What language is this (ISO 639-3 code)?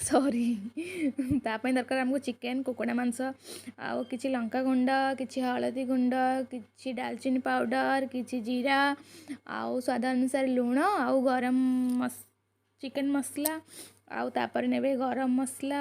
ori